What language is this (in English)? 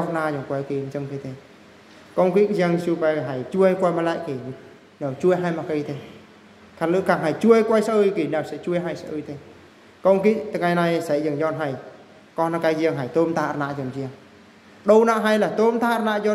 Eastern Bru